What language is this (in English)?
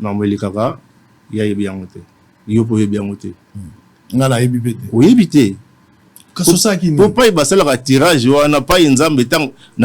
Lingala